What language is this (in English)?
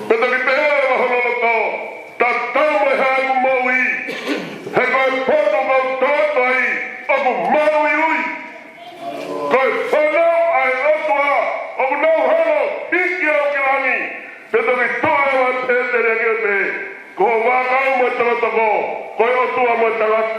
Tongan